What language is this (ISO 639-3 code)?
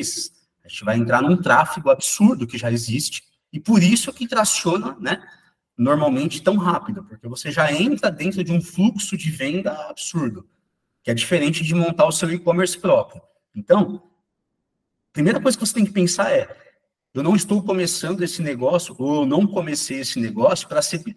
por